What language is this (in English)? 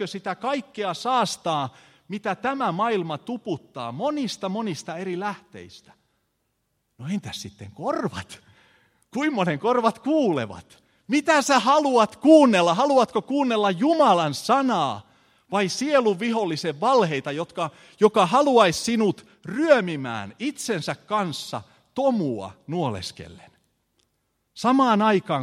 Finnish